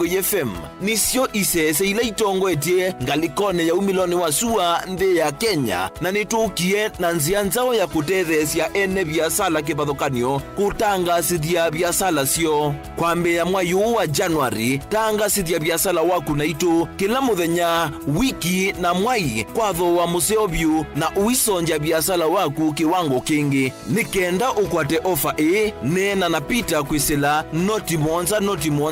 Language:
Kamba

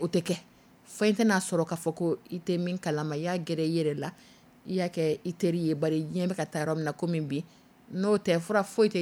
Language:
Dyula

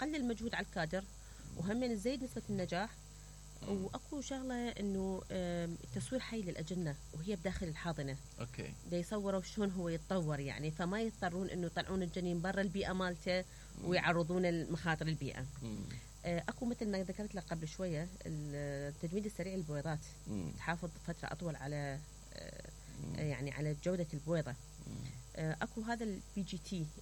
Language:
Mesopotamian Arabic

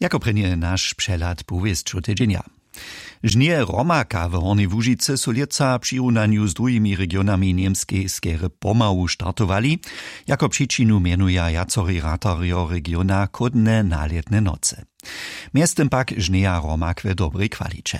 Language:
Upper Sorbian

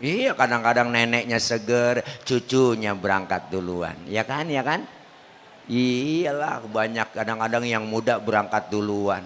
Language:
Betawi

